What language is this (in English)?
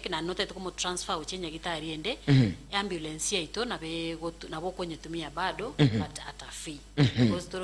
Gusii